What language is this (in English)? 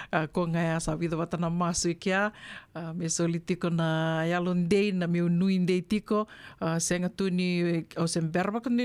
Fijian